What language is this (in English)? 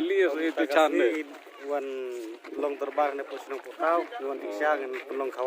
Khasi